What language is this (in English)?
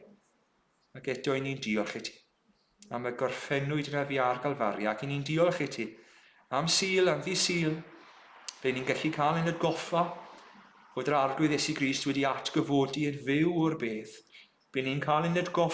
Welsh